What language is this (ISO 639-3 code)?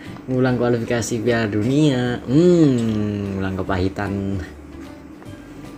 ind